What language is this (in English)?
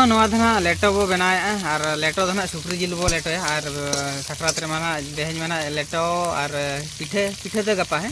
Santali